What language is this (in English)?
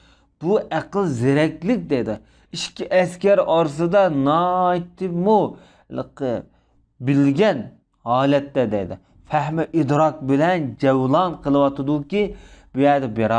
Uyghur